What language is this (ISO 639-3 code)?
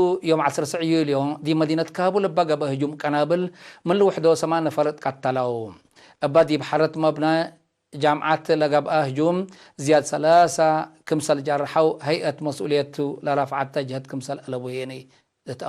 tig